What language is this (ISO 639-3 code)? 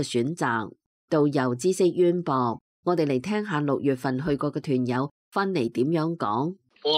yue